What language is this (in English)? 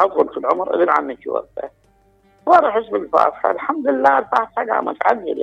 Mesopotamian Arabic